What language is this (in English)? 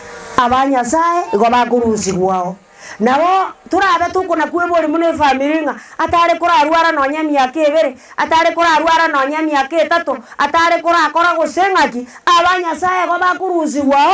Gusii